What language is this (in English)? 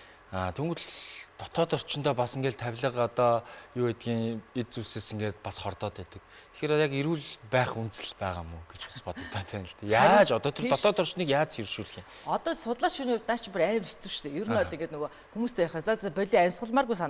Mongolian